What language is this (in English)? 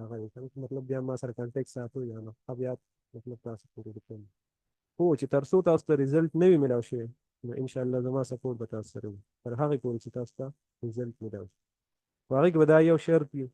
Pashto